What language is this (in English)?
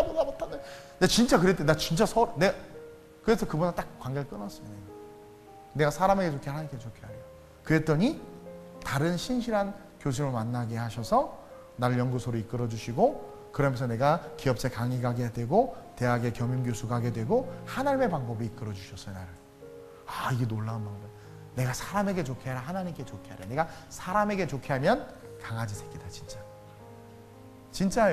Korean